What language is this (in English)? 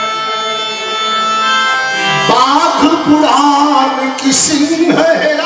Bhojpuri